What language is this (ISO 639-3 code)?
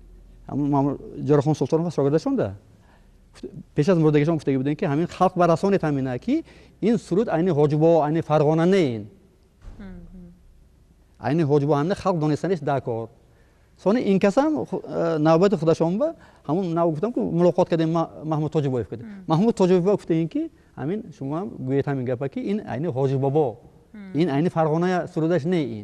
tgk